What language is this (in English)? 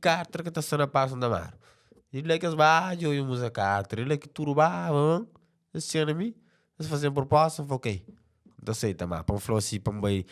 Kabuverdianu